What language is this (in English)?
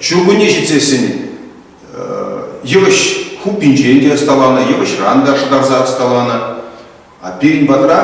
Chuvash